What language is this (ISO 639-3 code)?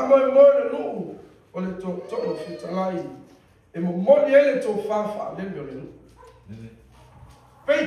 smo